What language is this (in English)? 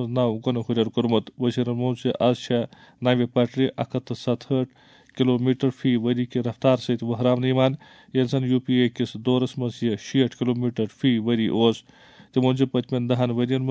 Kashmiri